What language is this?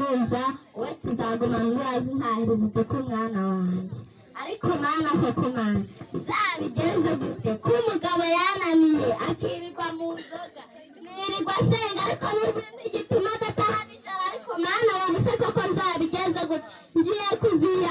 Kinyarwanda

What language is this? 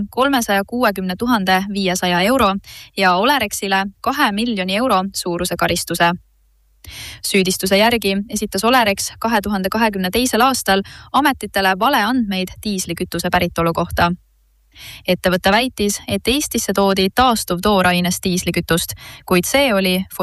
Estonian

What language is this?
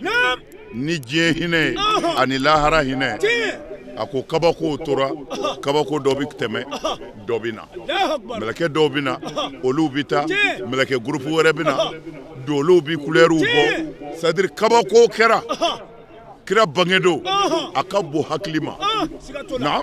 Bambara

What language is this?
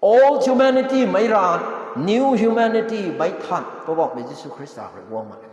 Rongmei Naga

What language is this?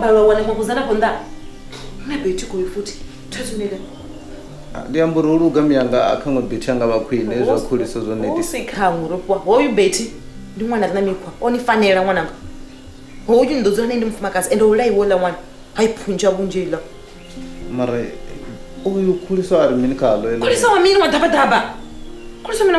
Venda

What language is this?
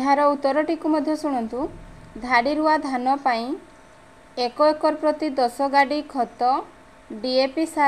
Odia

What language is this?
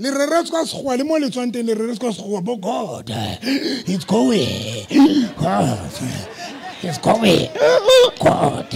Southern Sotho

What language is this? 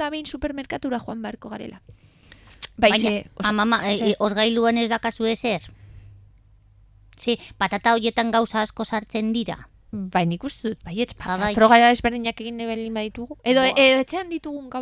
Basque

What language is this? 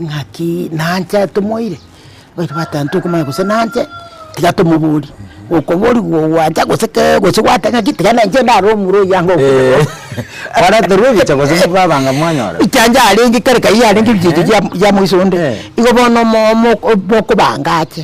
Gusii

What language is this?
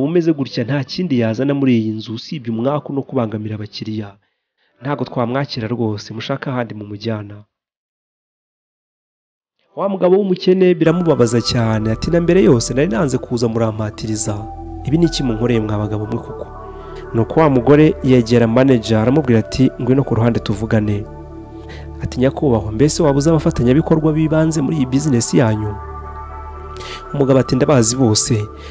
Kinyarwanda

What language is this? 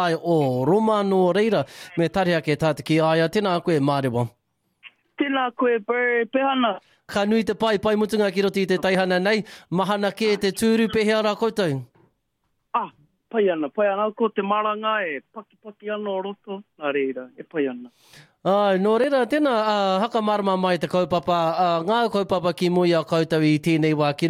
Māori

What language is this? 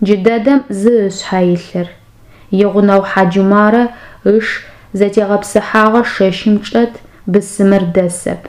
Adyghe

